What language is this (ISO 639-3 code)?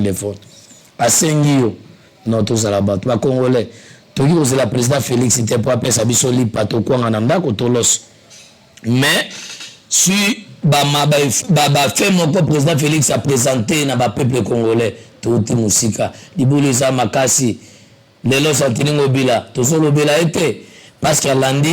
lin